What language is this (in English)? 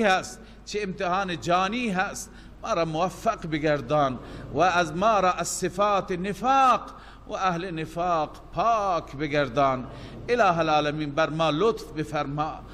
Persian